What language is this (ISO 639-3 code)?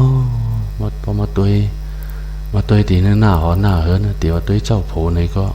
shn